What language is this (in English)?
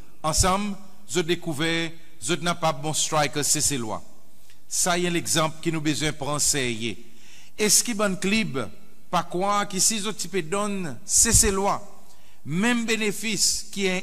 Seselwa Creole French